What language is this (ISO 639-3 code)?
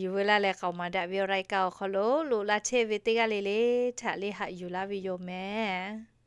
lhu